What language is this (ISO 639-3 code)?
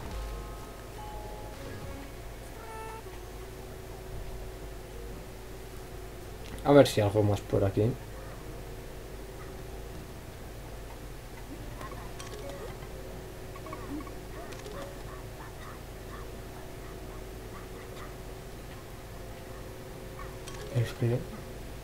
spa